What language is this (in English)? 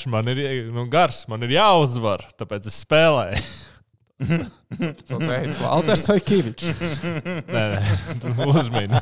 Latvian